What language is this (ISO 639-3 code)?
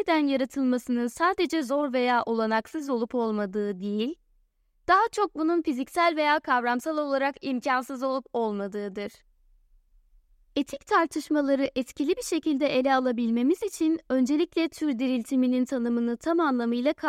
tur